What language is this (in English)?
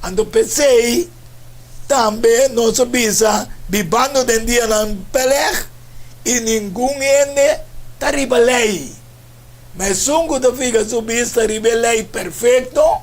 Papiamento